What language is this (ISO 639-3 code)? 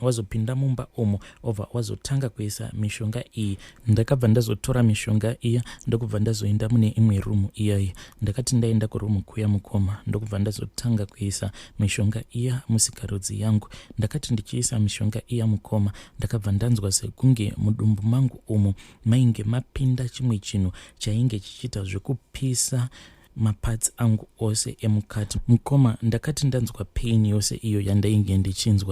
sna